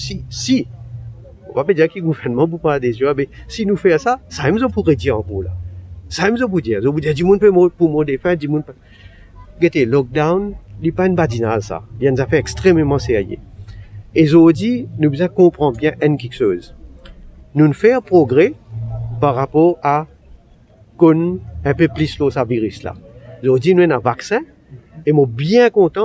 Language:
Morisyen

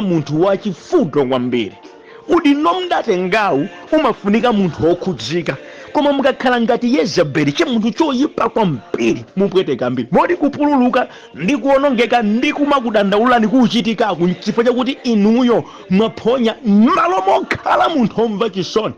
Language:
Nyanja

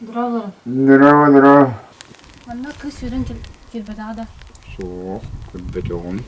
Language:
Yakut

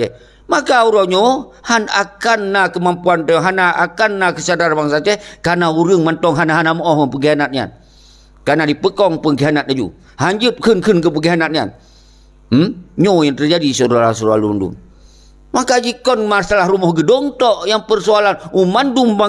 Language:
Achinese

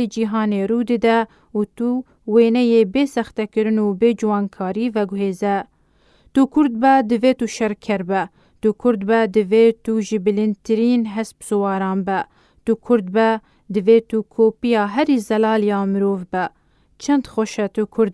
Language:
Kurdish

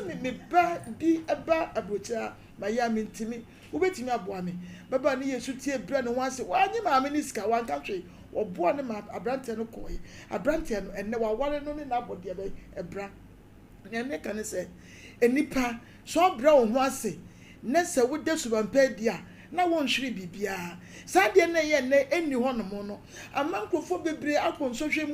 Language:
Akan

